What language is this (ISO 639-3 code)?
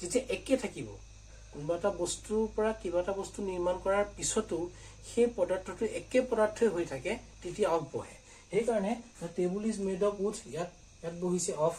asm